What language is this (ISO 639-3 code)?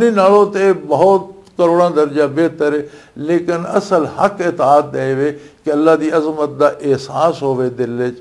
lah